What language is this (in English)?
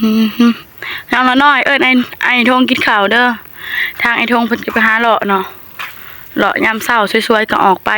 Northeastern Thai